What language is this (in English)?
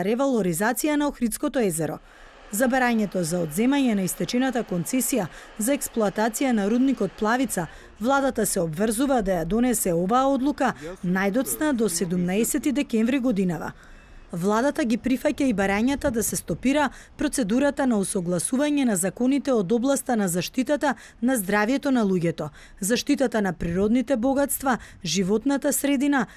Macedonian